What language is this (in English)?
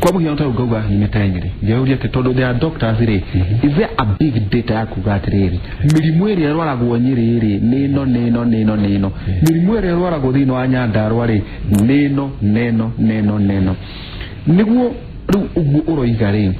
Kikuyu